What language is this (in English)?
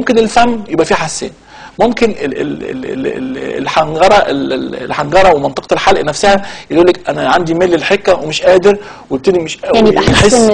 Egyptian Arabic